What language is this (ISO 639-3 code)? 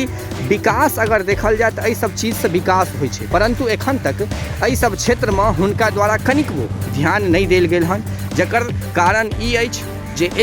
mai